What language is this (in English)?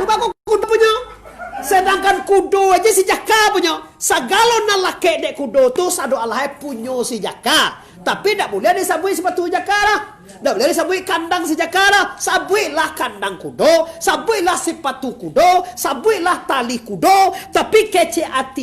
Minangkabau